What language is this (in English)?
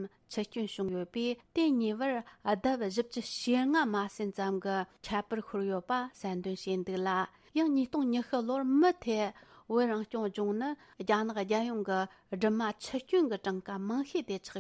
Tibetan